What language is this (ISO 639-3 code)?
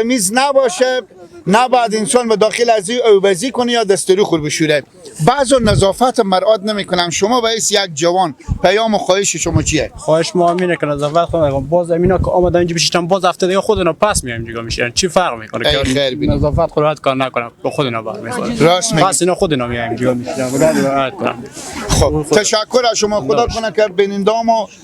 fas